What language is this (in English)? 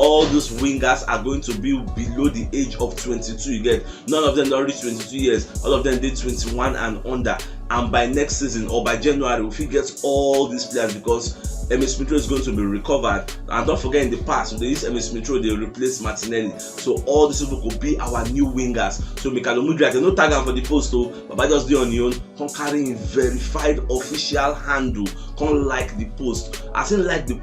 Nigerian Pidgin